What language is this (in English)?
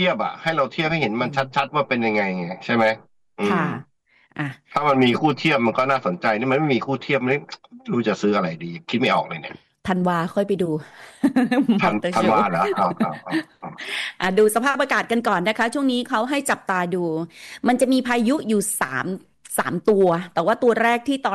Thai